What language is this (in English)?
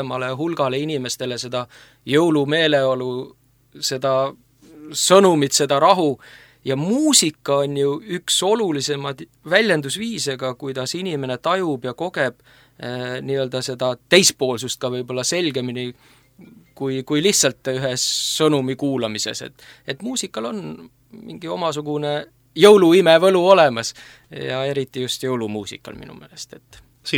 Estonian